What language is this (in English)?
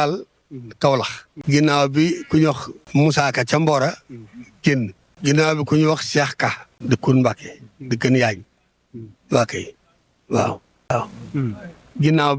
Wolof